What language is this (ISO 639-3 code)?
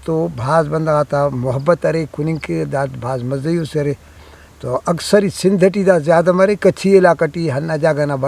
brh